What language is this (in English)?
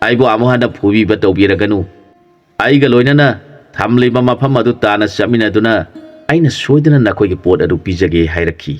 Manipuri